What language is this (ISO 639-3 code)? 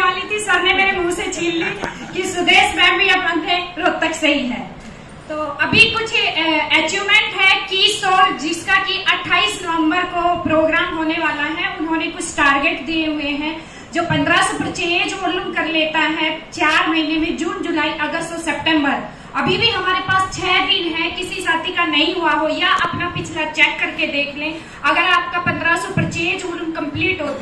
hin